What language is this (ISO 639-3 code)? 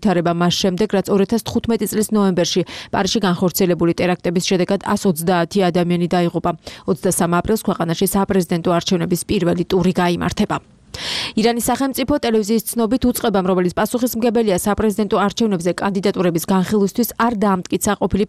kat